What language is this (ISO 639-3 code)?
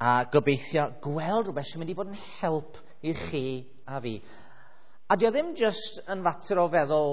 cym